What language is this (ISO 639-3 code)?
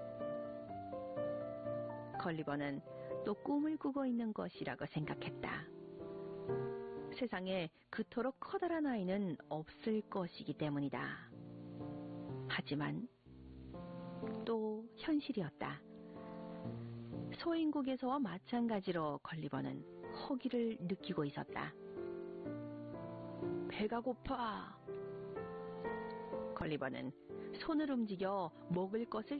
kor